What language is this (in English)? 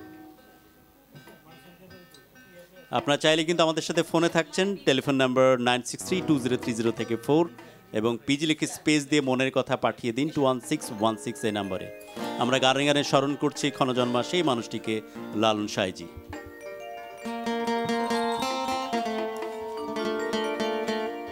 Bangla